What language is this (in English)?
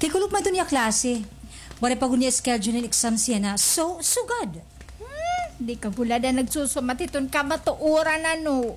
Waray